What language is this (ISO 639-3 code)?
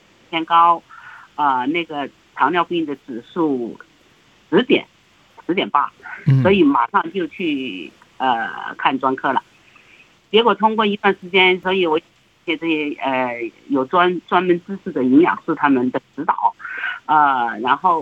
zho